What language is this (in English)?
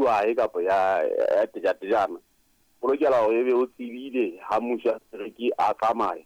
Southern Sotho